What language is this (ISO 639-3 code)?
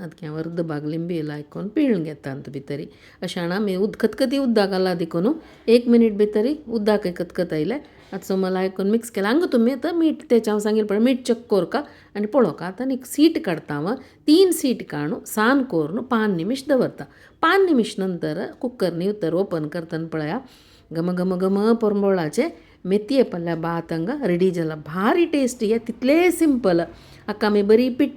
kok